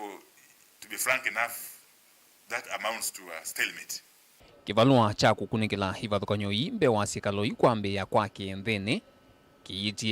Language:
Kamba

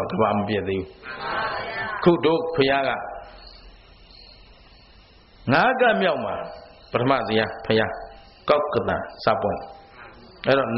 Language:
Burmese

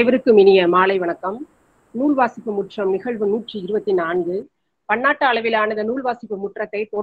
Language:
Tamil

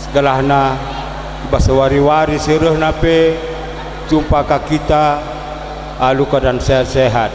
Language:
Batak Karo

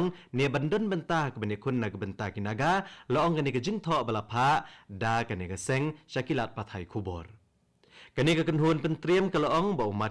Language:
Khasi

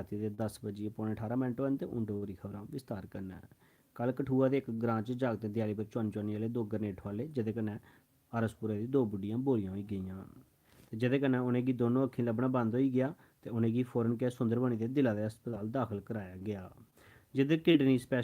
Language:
Dogri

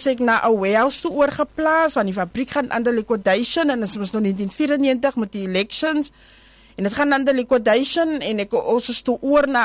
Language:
Afrikaans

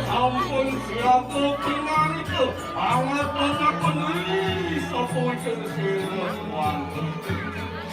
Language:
Balinese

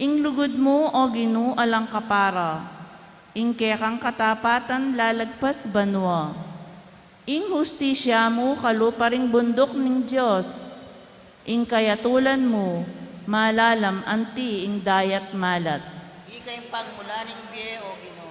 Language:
Pampanga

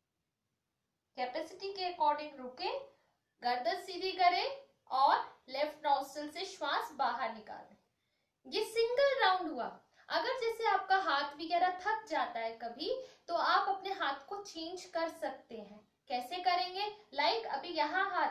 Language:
Hindi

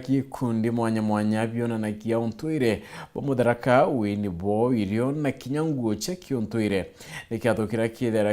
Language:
Meru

